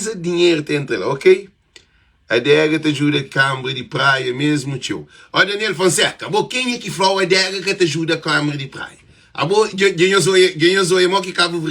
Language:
Kabuverdianu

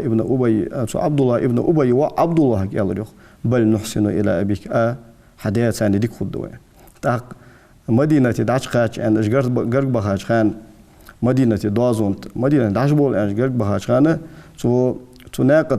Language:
Ingush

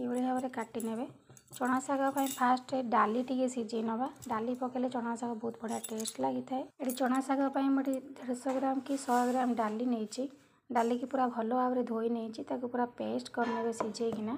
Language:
Odia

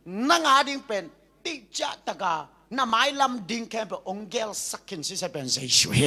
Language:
Tedim Chin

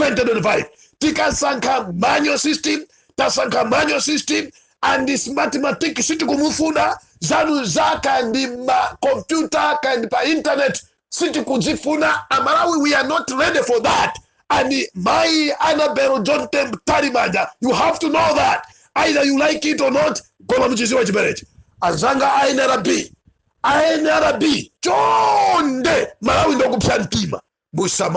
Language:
Nyanja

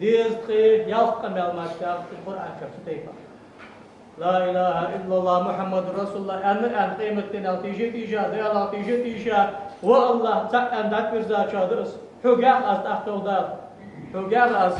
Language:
Ingush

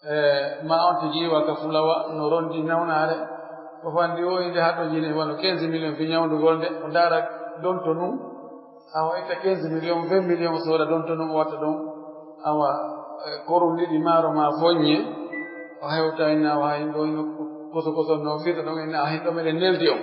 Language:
Pular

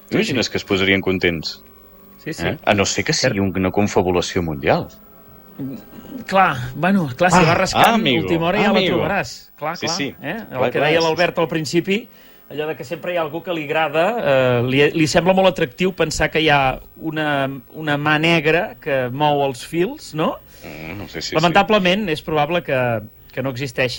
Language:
Catalan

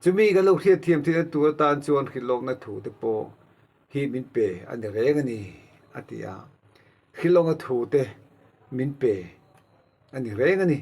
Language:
Mizo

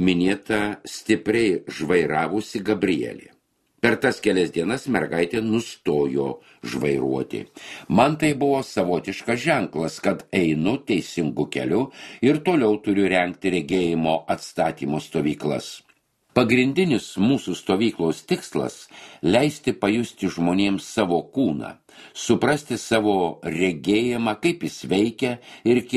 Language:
Lithuanian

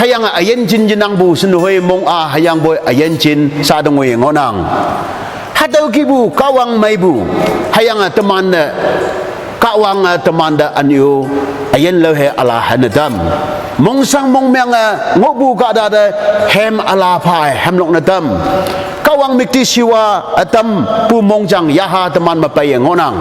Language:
Konyak Naga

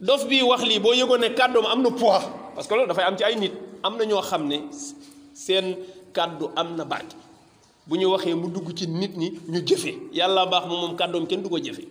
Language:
Wolof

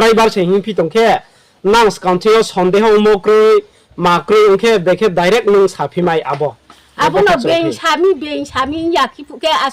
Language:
Riang (India)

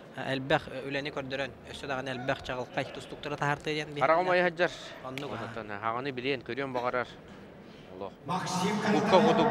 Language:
Yakut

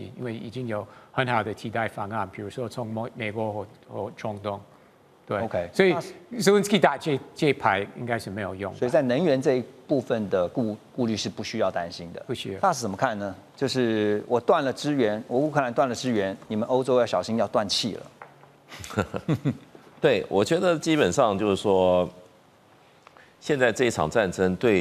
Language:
Chinese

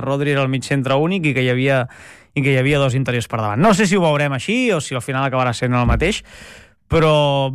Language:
Catalan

